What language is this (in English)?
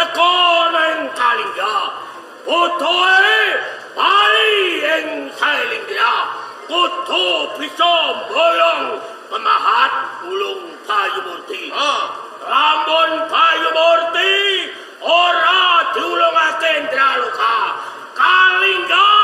Javanese